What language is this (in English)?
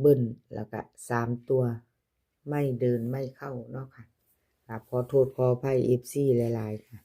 Northeastern Thai